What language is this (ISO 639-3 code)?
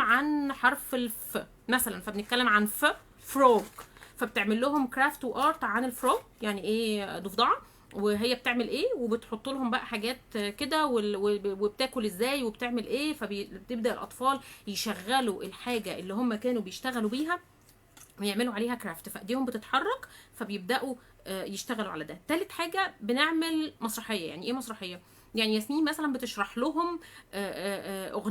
arz